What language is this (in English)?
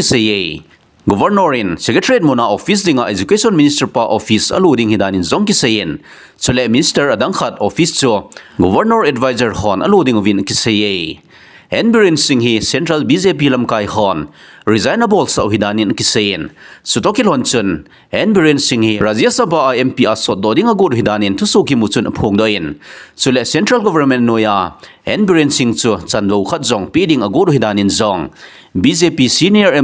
Thado Chin